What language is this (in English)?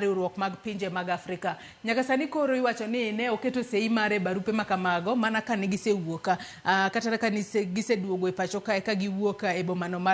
Luo (Kenya and Tanzania)